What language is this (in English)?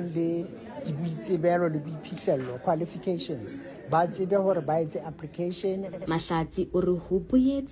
Southern Sotho